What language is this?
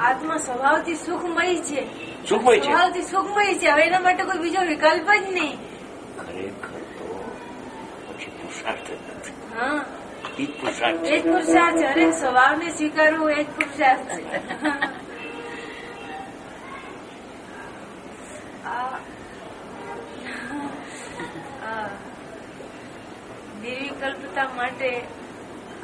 Gujarati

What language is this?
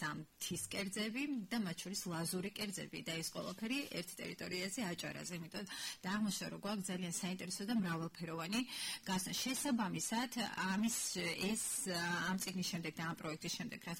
Georgian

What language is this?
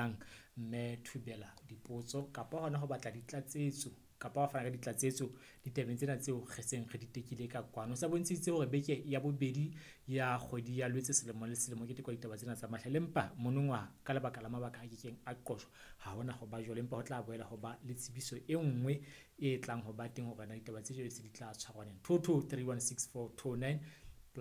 Southern Sotho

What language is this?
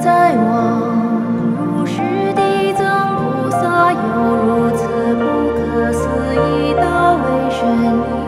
Chinese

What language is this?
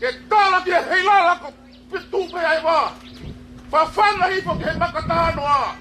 Tongan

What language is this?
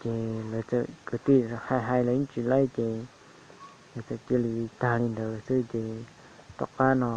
Hmong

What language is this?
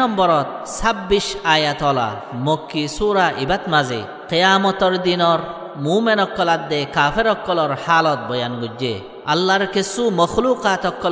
Rohingya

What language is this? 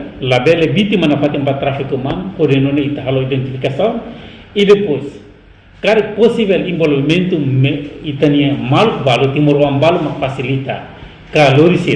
Tetum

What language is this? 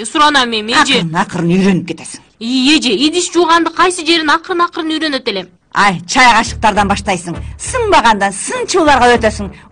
Kyrgyz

